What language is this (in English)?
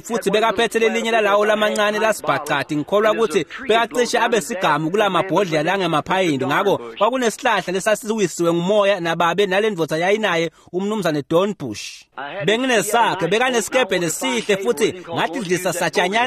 Swati